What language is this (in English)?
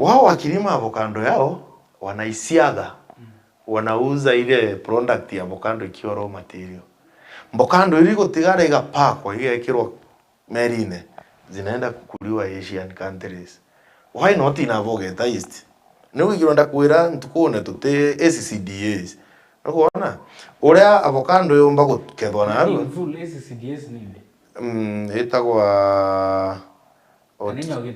Meru